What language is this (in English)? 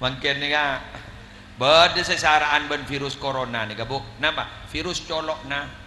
Madurese